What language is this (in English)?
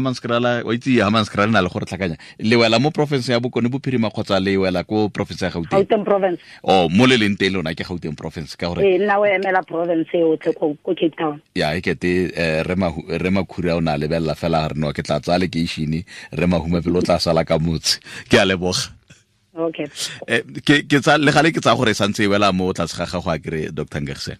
Tswana